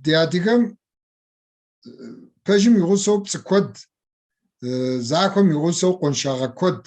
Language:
Kabardian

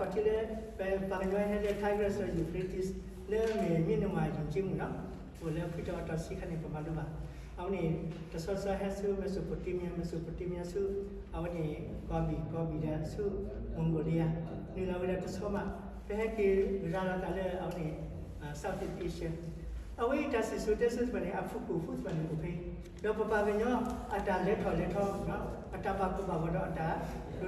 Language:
S'gaw Karen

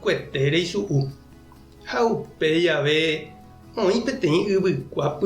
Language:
Guarani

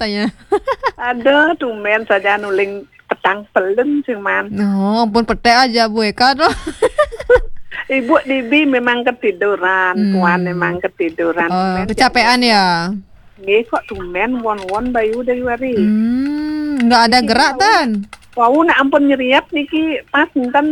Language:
Balinese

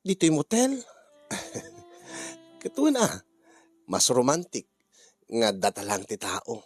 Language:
Iloko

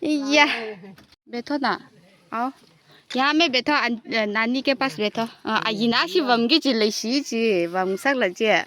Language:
Tangkhul Naga (India)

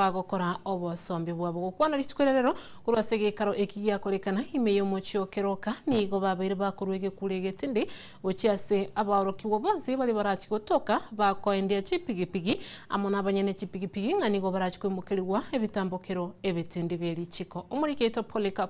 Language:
Gusii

